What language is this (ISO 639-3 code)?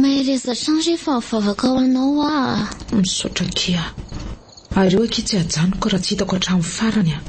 mlg